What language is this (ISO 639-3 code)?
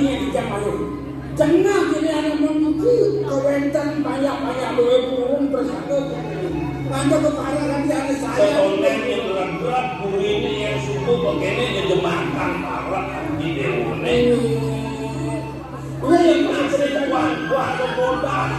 ban